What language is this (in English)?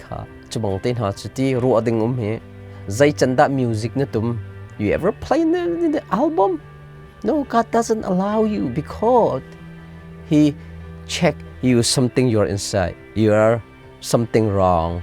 Hakha Chin